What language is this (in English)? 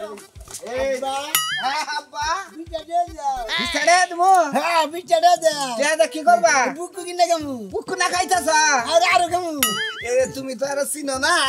Bangla